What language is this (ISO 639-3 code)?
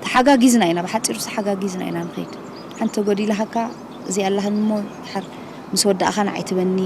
tir